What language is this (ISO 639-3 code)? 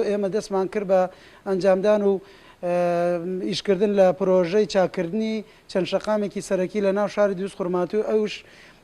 ckb